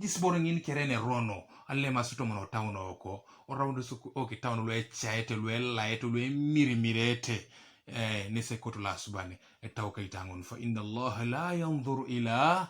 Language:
Teso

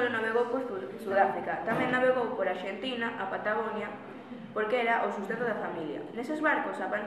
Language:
Galician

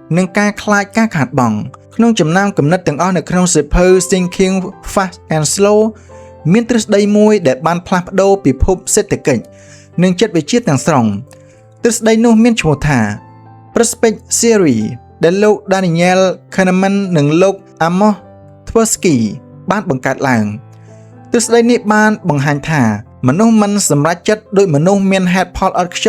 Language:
Khmer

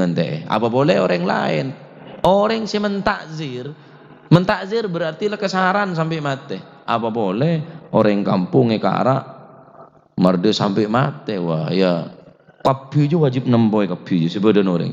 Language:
Madurese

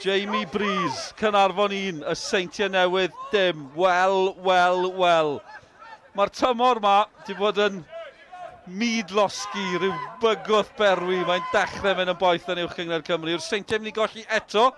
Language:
Welsh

